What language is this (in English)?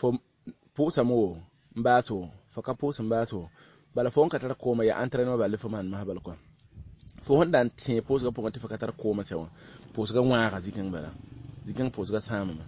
Mossi